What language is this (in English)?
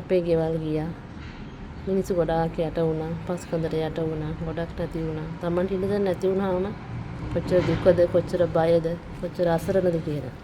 Sinhala